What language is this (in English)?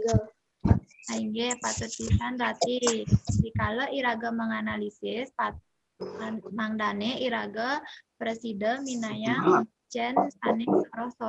Balinese